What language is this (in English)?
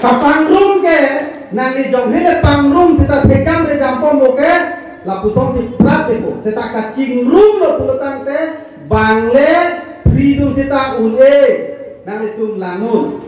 Karbi